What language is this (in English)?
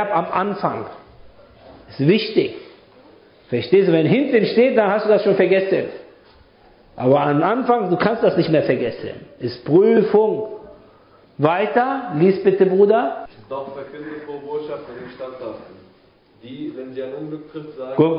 German